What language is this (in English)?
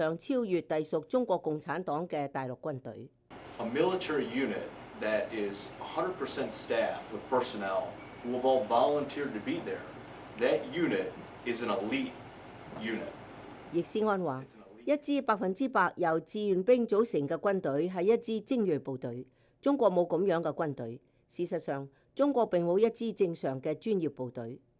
Cantonese